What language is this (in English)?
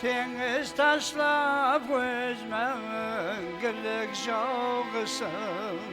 Kara-Kalpak